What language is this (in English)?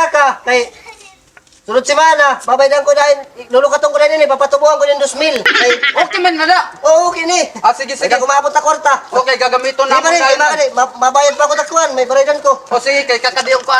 Waray